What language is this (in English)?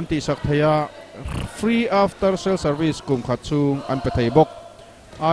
Mizo